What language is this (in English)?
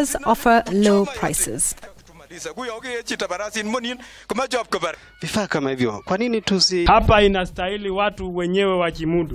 Swahili